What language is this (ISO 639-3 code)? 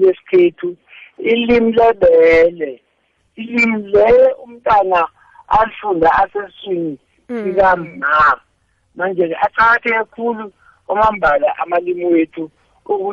nbl